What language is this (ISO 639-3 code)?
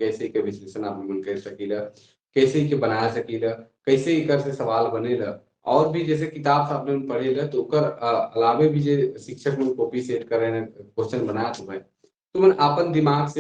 sck